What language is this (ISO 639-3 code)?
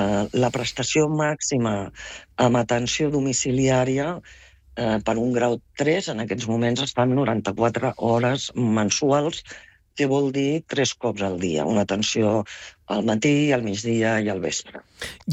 cat